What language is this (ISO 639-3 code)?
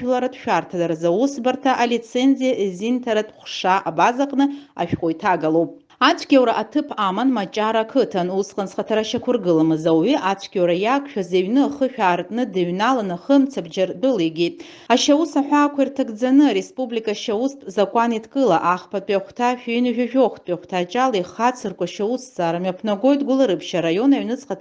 abk